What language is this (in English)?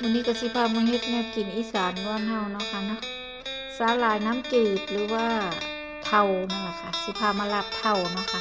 Northeastern Thai